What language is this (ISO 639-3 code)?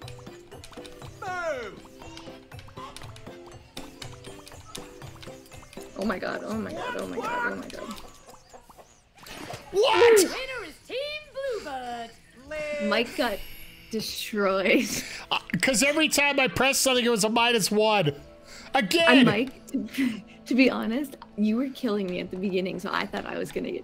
eng